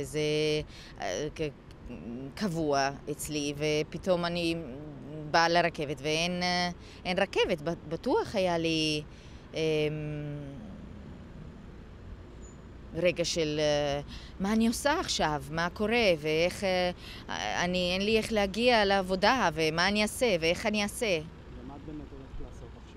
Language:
Hebrew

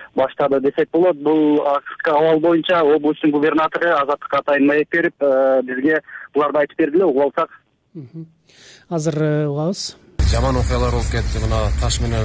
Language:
Kyrgyz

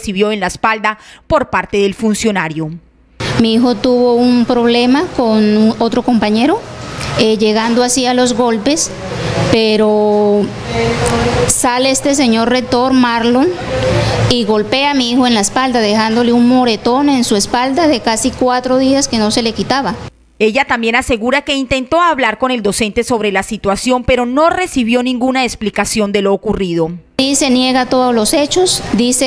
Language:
Spanish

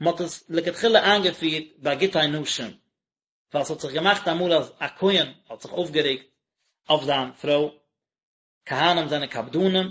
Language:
Yiddish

